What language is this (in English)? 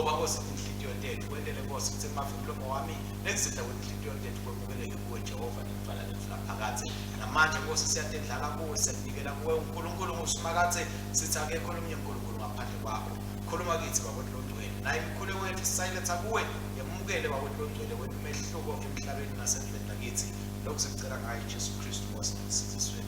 Swati